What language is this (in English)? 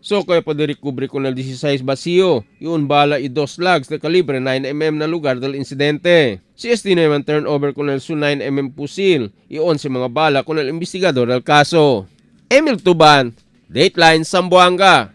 Chavacano